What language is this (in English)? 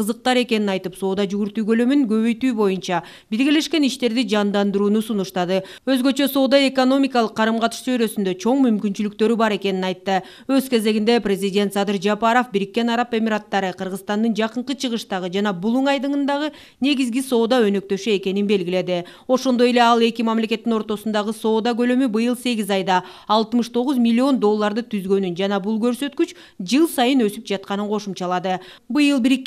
Kyrgyz